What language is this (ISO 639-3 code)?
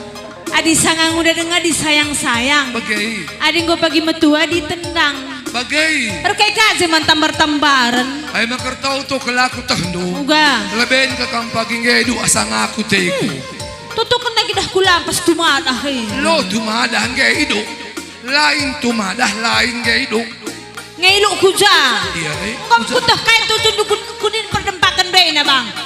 btx